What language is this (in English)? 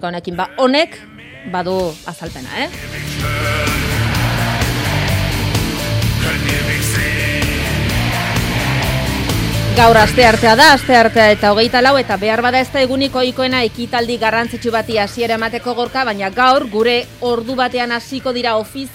Basque